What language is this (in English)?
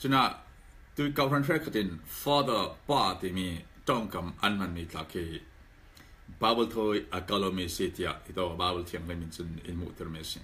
Falam Chin